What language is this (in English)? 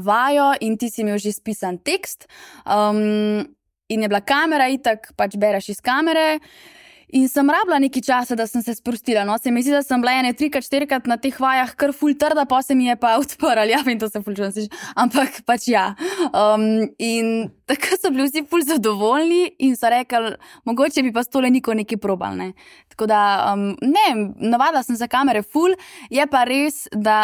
Slovenian